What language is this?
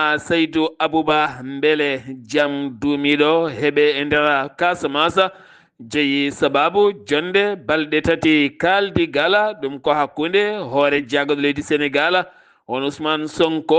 Fula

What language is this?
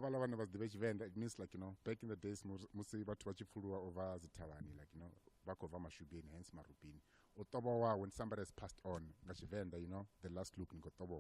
Venda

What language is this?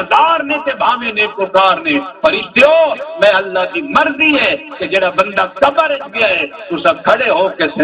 Saraiki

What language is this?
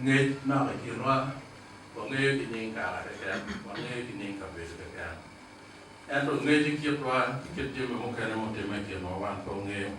Acoli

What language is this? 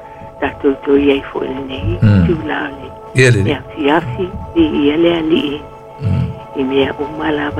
Samoan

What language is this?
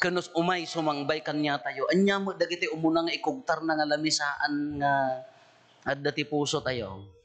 Iloko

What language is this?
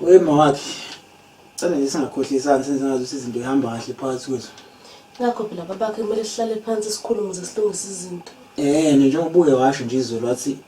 Zulu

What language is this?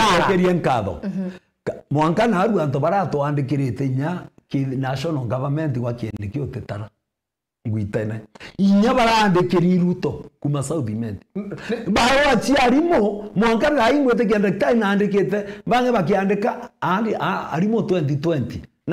Meru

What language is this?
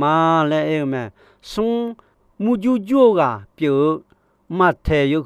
Akha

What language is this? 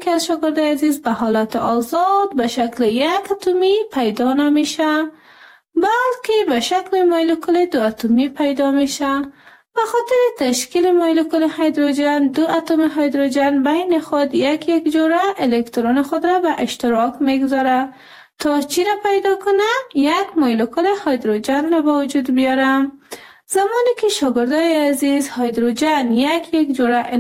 Persian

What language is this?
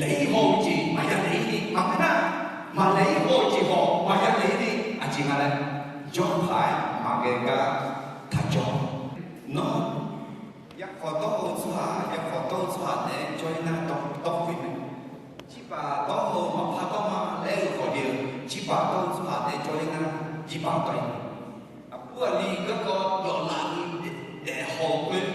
Akha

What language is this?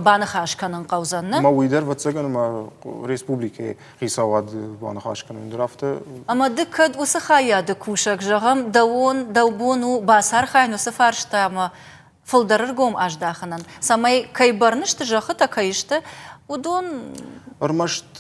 Ossetic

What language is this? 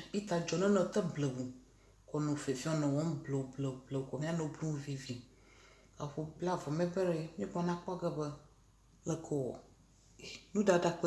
Ewe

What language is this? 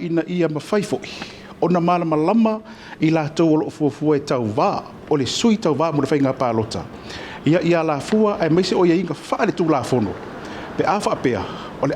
Samoan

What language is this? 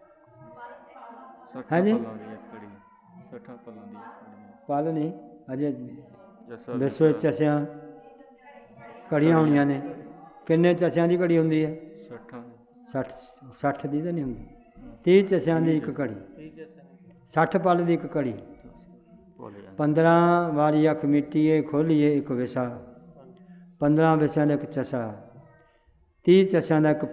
Punjabi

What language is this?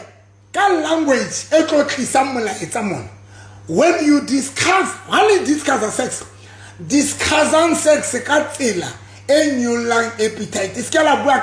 Southern Sotho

